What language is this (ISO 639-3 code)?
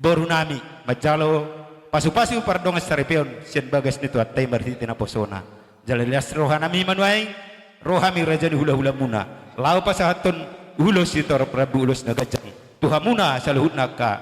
bbc